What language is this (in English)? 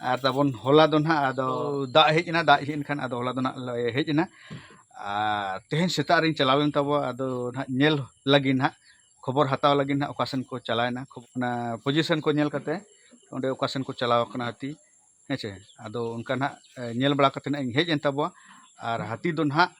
Santali